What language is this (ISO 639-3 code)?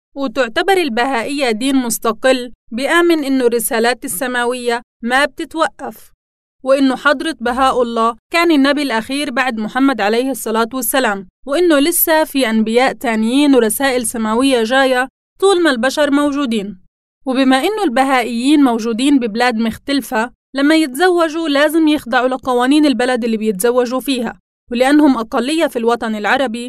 apc